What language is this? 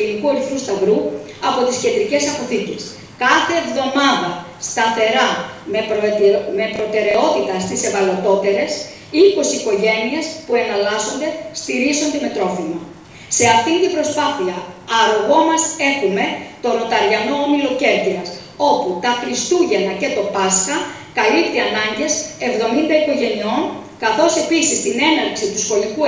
Greek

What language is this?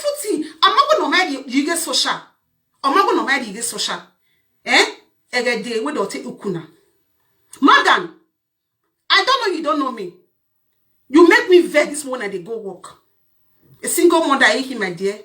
Nigerian Pidgin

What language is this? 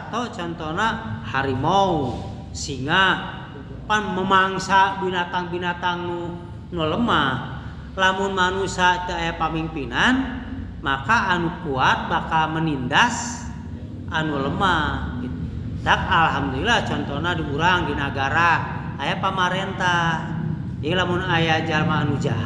Sundanese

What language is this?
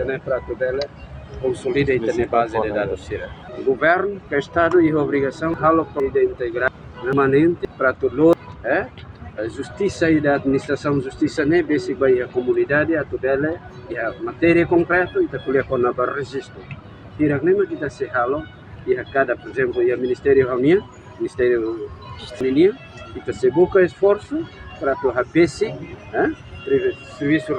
Tetum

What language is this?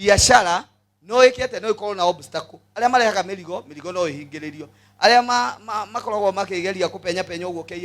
Kikuyu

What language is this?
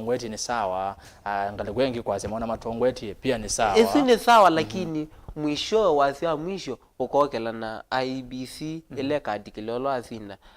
Kamba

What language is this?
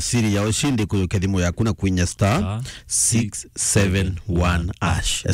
Meru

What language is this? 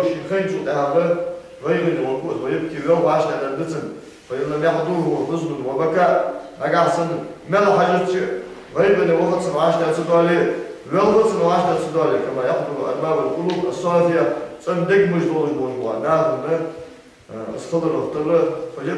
Ingush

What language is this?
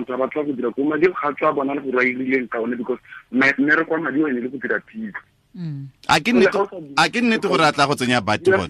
Tswana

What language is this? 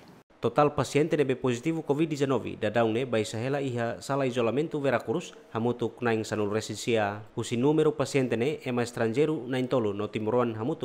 Tetum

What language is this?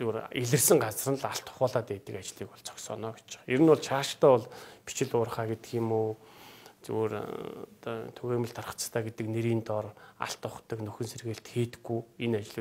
Mongolian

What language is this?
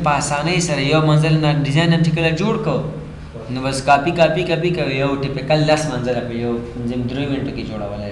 Pashto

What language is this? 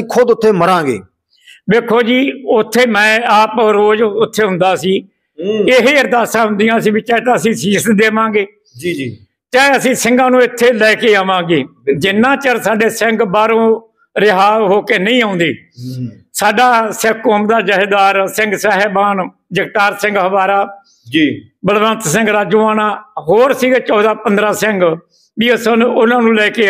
Punjabi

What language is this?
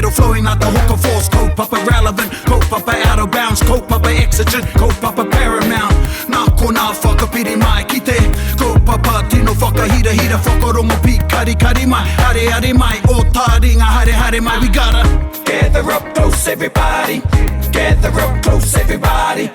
Māori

